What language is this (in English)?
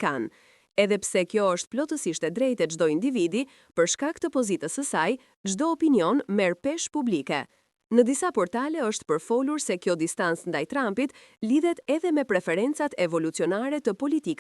Albanian